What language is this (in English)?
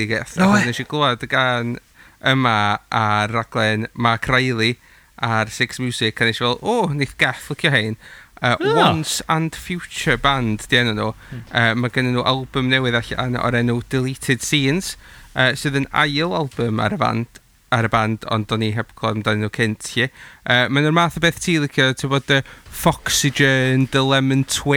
Welsh